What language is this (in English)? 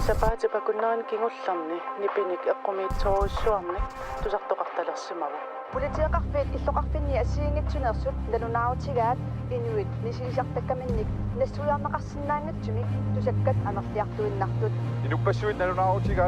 Kalaallisut